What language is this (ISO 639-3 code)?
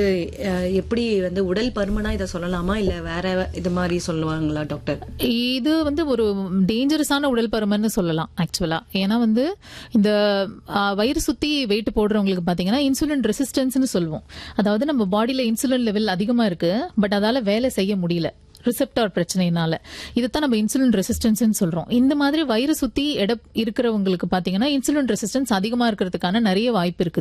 tam